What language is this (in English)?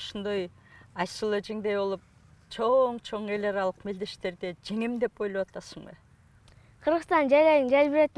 Kyrgyz